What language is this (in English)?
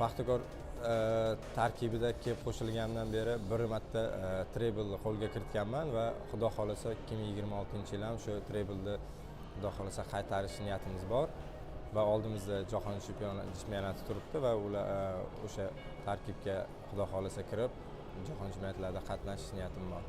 Uzbek